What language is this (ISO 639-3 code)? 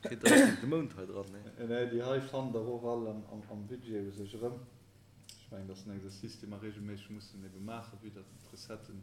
ltz